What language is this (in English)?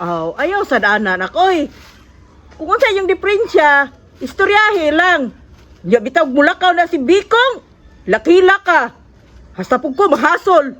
Cebuano